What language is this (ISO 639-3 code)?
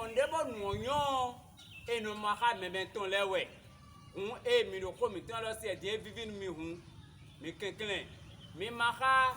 fon